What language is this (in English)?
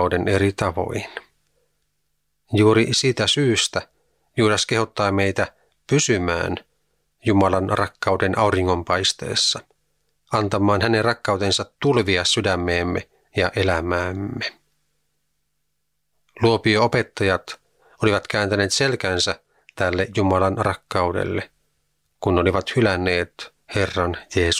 Finnish